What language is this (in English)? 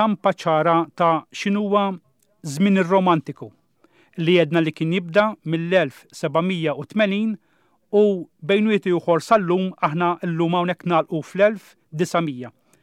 Maltese